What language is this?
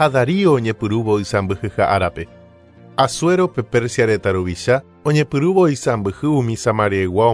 Guarani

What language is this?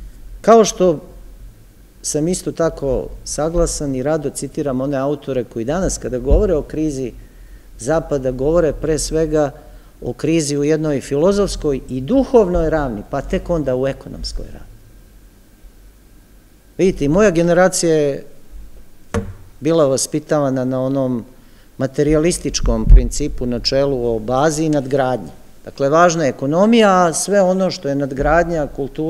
Serbian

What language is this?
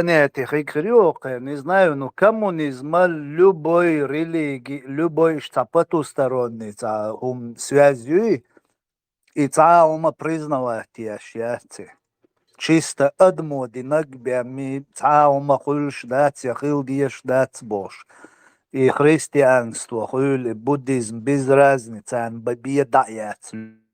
Chechen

